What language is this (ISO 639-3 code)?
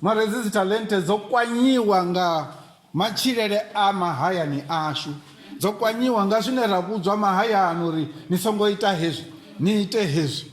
ven